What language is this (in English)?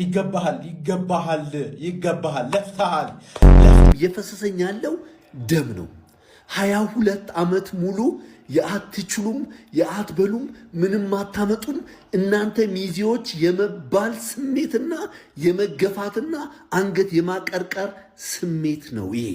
Amharic